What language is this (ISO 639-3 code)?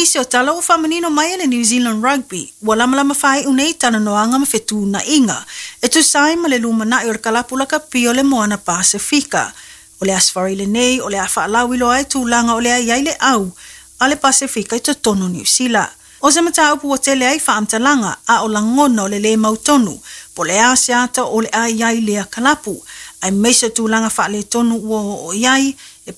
smo